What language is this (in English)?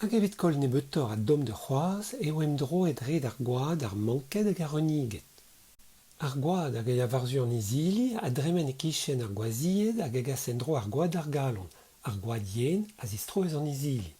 Breton